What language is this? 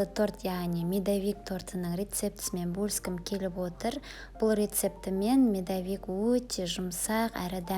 Kazakh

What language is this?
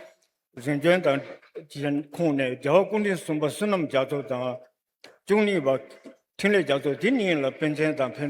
Tibetan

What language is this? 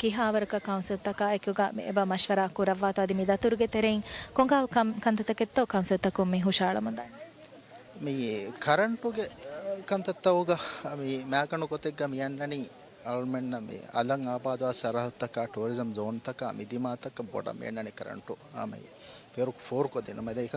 Divehi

